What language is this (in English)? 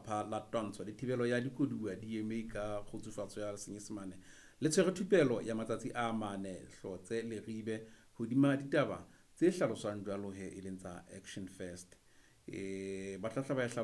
Southern Sotho